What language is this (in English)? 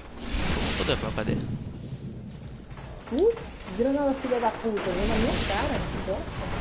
Portuguese